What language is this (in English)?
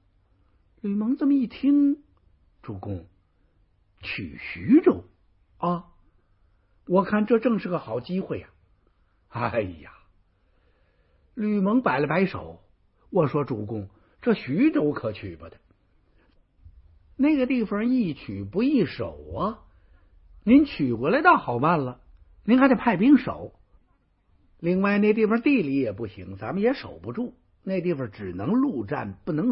Chinese